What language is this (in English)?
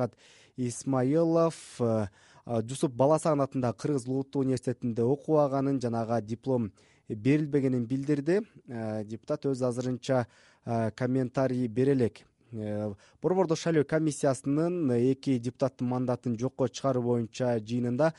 Kyrgyz